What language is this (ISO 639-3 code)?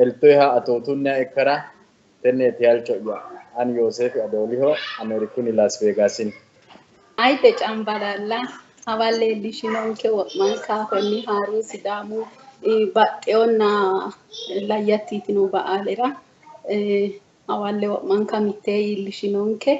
sid